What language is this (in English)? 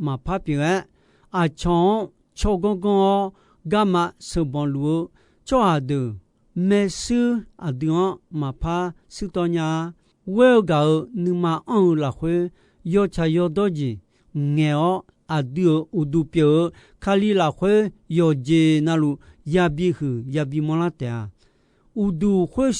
Akha